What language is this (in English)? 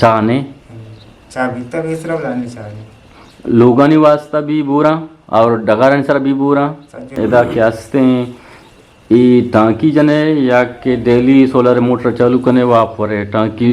Eastern Balochi